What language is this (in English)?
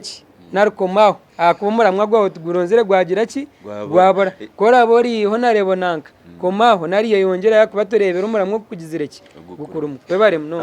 Nyankole